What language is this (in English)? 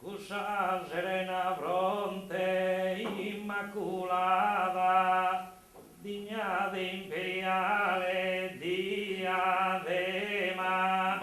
Sardinian